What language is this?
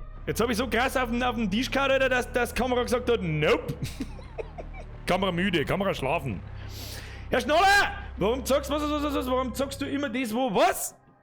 Bavarian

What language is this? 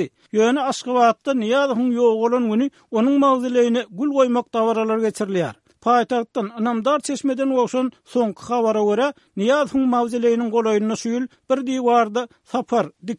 Turkmen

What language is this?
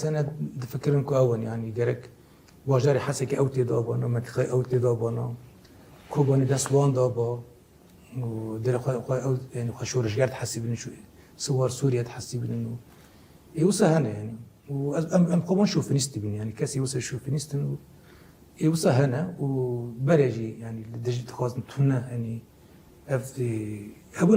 Kurdish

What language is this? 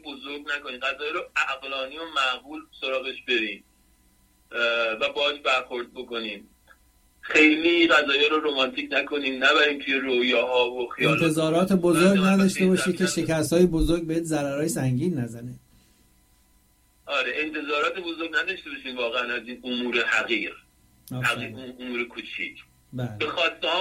Persian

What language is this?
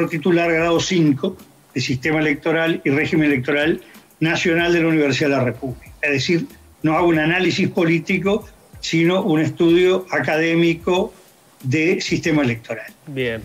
Spanish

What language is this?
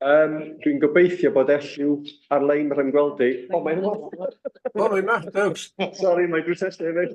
Welsh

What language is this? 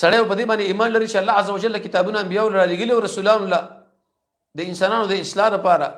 Pashto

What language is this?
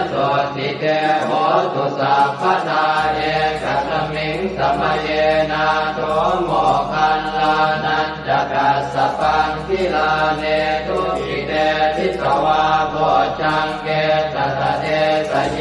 Pali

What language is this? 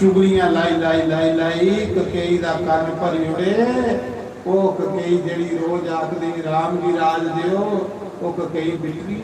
Dogri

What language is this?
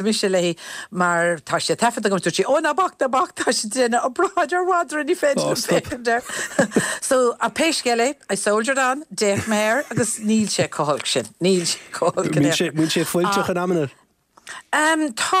Irish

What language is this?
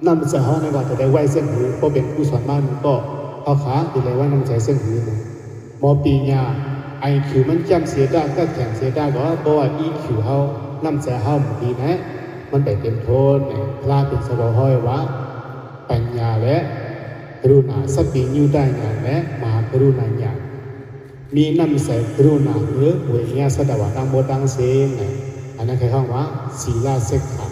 Shan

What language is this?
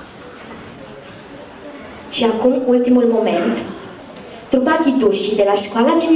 Romanian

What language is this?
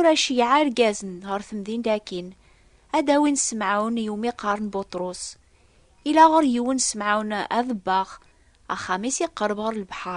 Kabyle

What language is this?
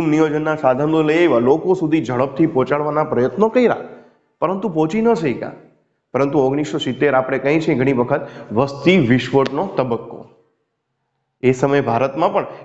Gujarati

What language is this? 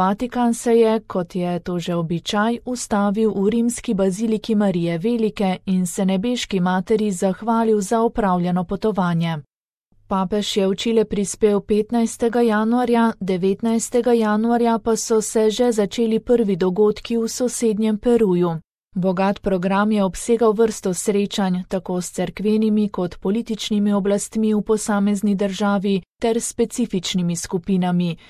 Slovenian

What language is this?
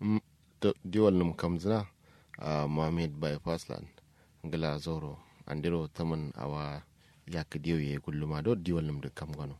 Kanuri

